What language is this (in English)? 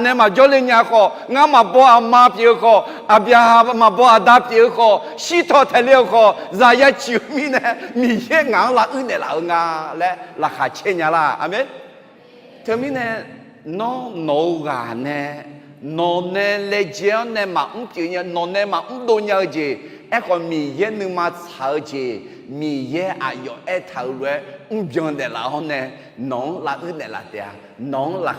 Akha